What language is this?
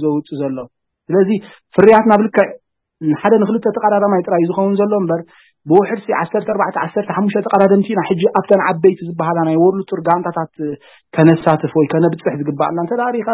Tigrinya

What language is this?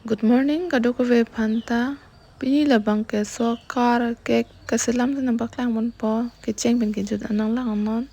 Karbi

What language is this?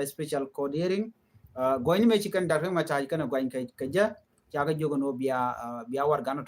Nuer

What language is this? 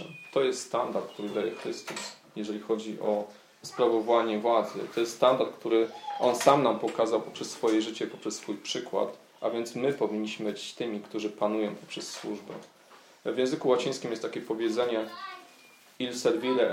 Polish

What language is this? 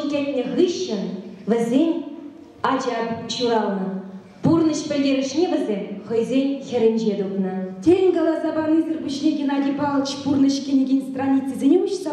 Chuvash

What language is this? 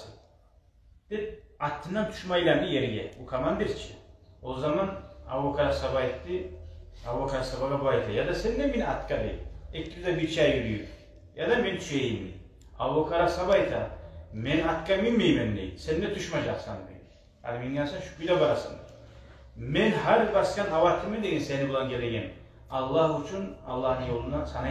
Kumyk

